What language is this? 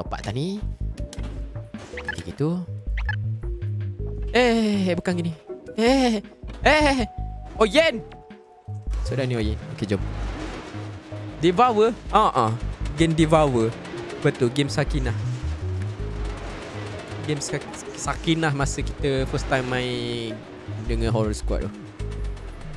Malay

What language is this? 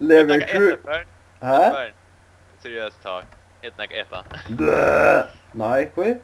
Faroese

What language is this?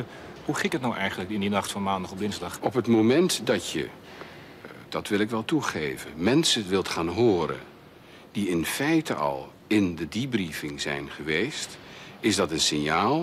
Dutch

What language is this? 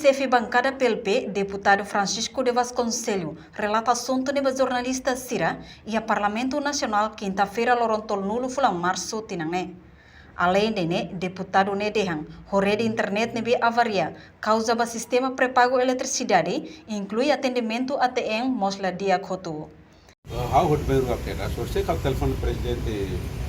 Tetum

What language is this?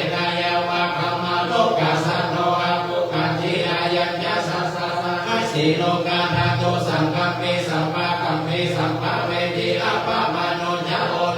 Pali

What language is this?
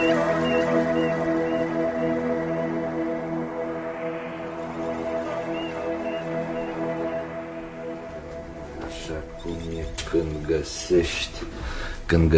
Romanian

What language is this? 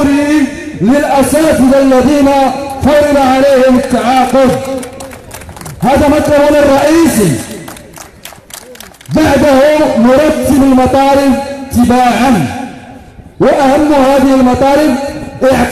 Arabic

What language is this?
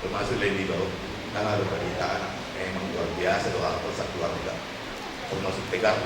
Batak Toba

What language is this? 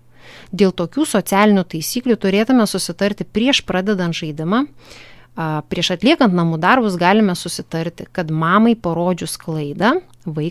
Lithuanian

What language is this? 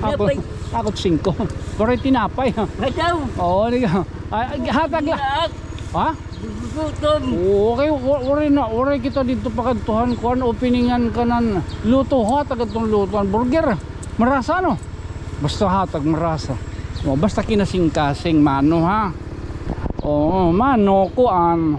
Waray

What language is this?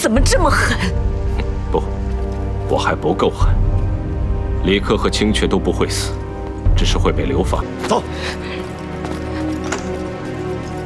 Chinese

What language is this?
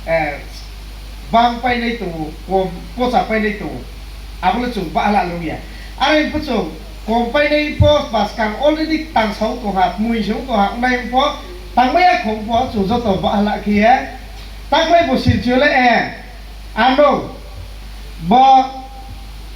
Riang (India)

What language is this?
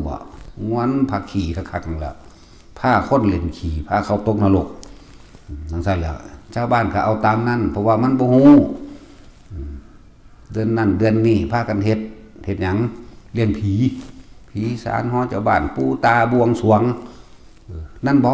Northeastern Thai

